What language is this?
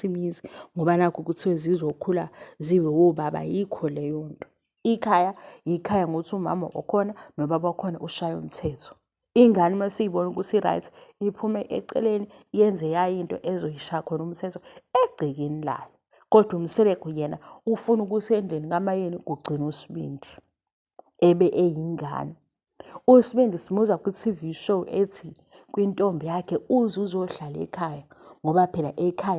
Zulu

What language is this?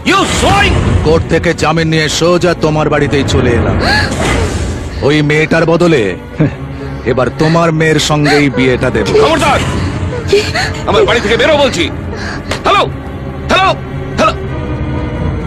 Bangla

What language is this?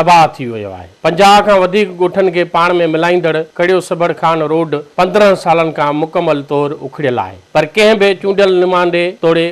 Sindhi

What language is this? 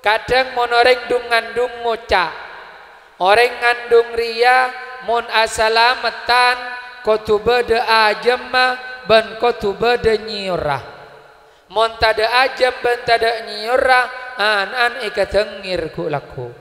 Madurese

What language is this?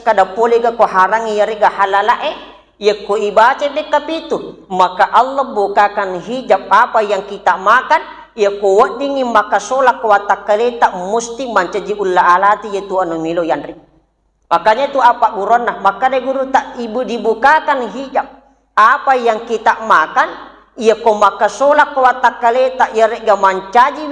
Buginese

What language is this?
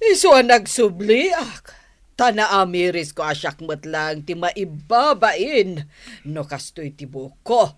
Iloko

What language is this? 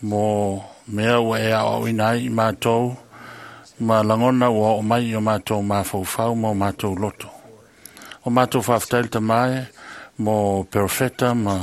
Samoan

